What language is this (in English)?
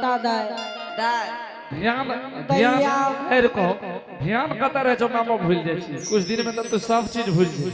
Angika